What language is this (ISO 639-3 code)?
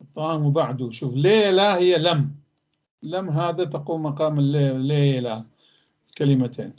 apc